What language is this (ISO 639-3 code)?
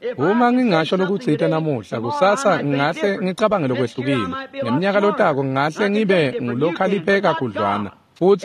ssw